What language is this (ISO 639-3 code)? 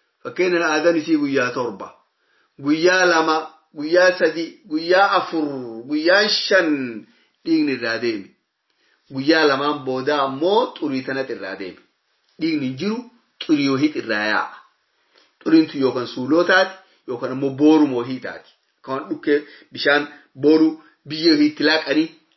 orm